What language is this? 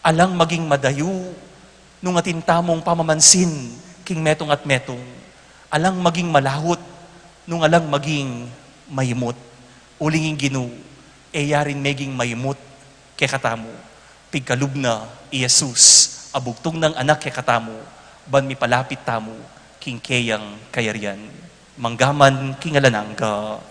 Pampanga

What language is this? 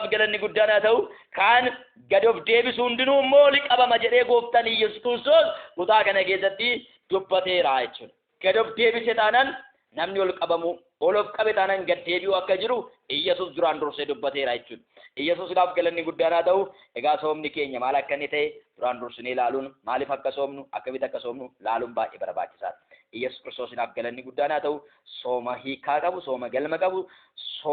Oromo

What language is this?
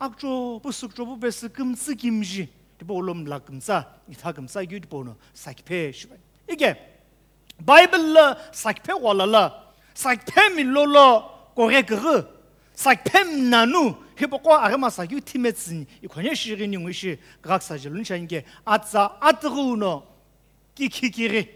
Sumi Naga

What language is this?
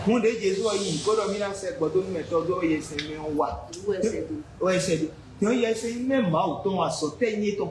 Fon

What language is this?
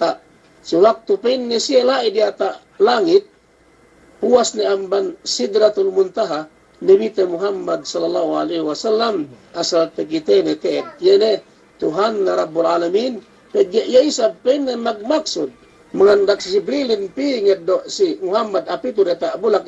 Yakan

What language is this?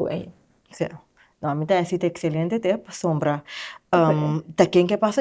Papiamento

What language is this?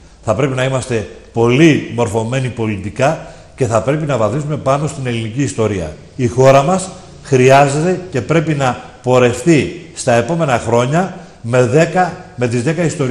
Greek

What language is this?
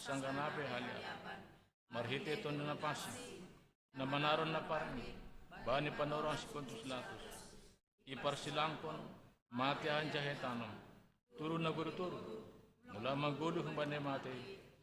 Batak Simalungun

